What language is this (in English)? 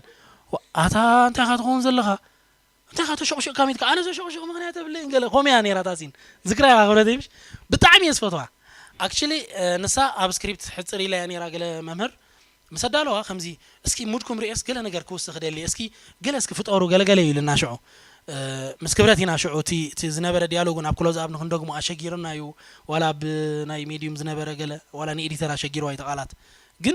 Tigrinya